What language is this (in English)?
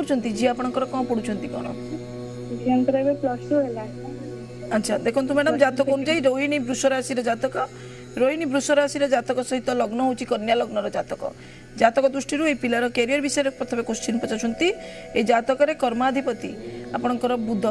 Odia